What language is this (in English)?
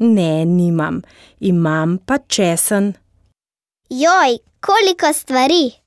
Slovenian